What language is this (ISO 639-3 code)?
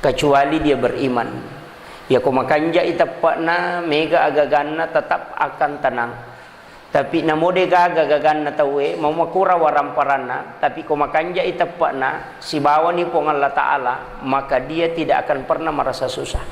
bug